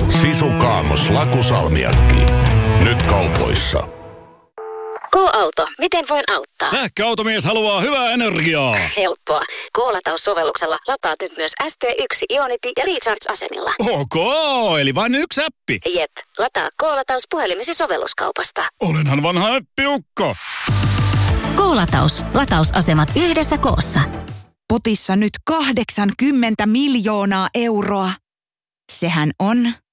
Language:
Finnish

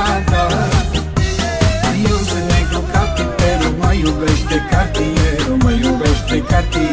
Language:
Romanian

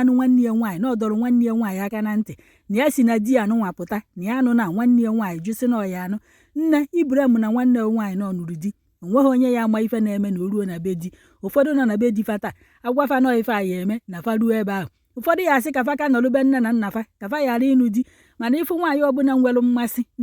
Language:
Igbo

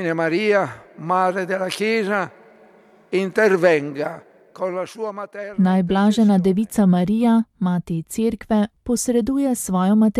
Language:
Slovenian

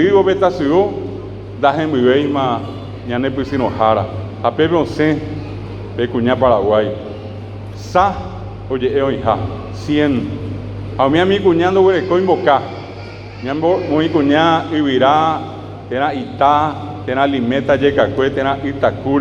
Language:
Guarani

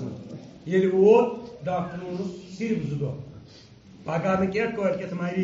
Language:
Kashmiri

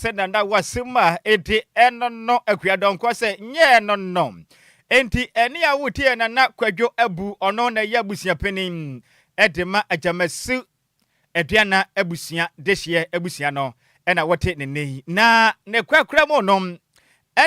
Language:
Akan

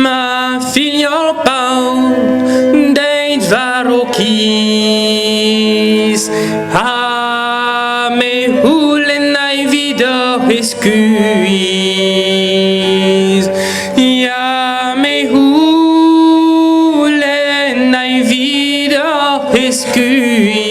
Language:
Breton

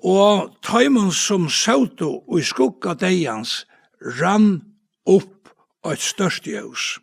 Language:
Faroese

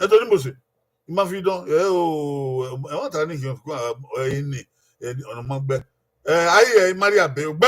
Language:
Bini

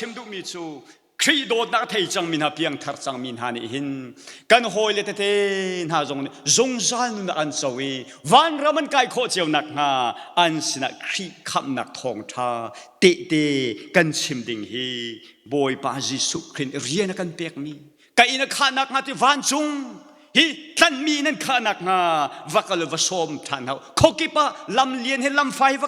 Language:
Hakha Chin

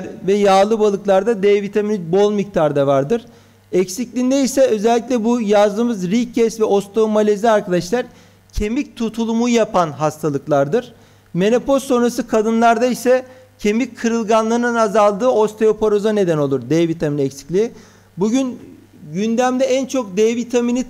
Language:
Turkish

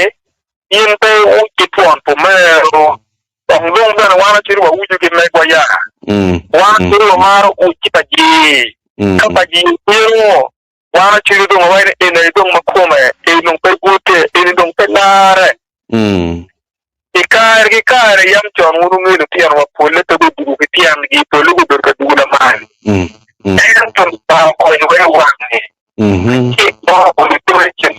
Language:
Acoli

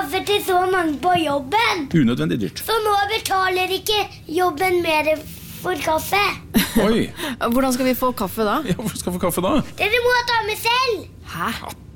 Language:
Norwegian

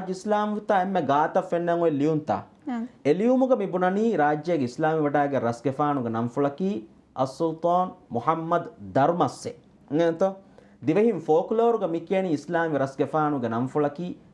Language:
Divehi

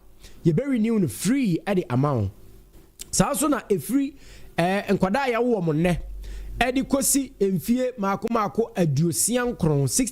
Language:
Akan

